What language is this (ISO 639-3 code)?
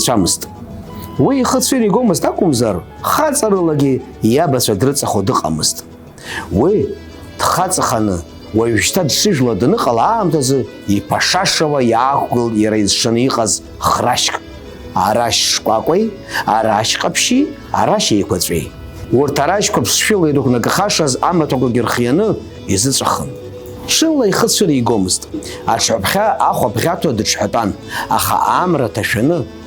abk